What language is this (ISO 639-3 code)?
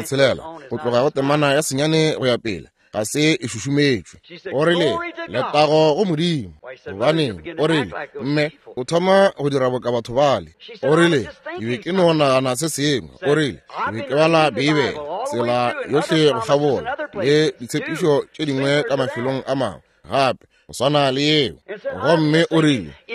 nso